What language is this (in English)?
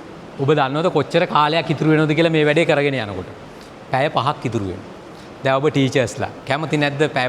Sinhala